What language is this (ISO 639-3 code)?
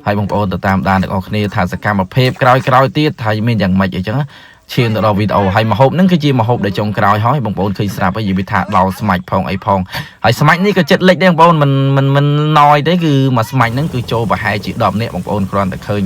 khm